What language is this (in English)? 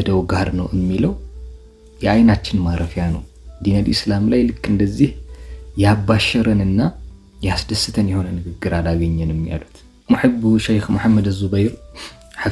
Amharic